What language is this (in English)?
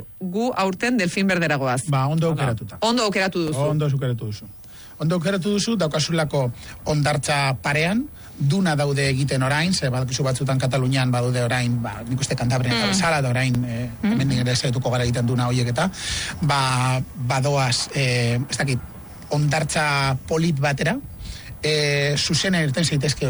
Basque